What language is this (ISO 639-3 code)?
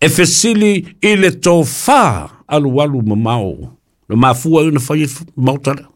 smo